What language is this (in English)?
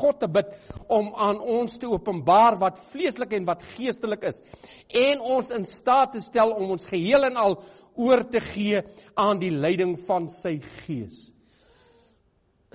Afrikaans